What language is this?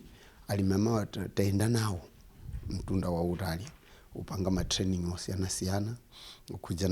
Nyanja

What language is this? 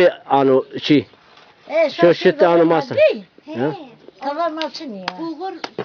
Zaza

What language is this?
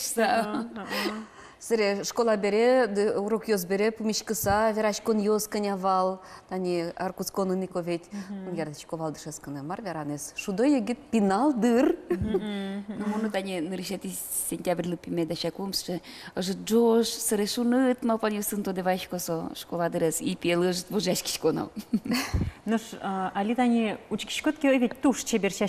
Udmurt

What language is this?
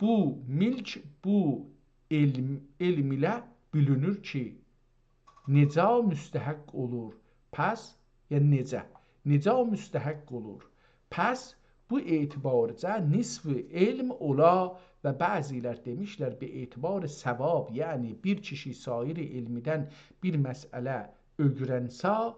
South Azerbaijani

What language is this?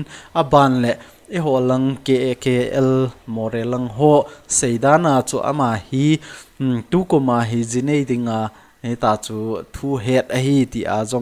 Thado Chin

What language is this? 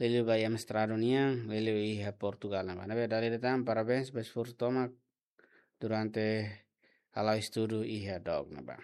Tetum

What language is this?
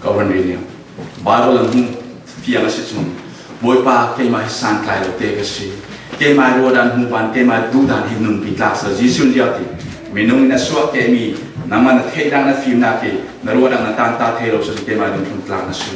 Falam Chin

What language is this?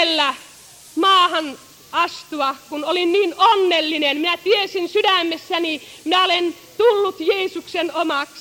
Finnish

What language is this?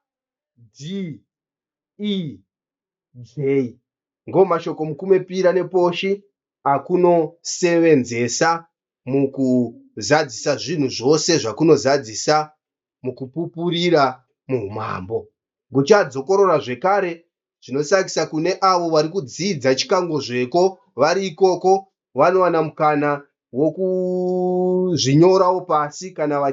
Shona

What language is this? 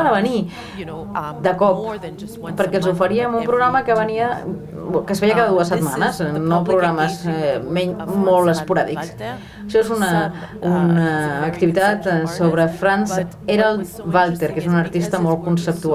Catalan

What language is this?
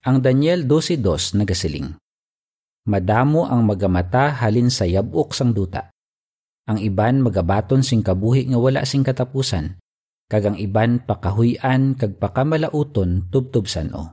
Hiligaynon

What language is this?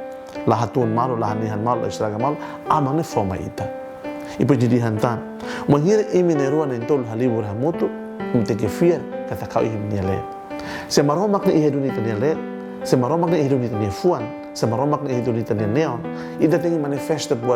Tetum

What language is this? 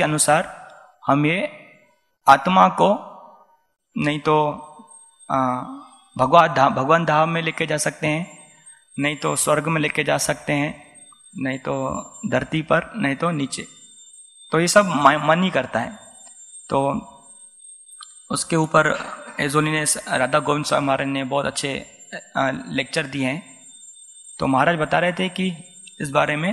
Hindi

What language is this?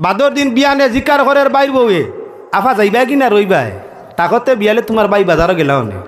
Sylheti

